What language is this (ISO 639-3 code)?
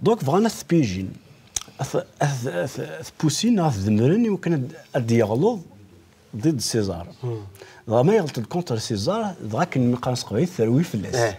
kab